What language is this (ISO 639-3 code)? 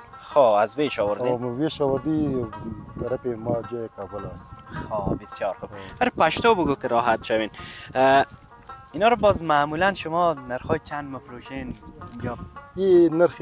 fas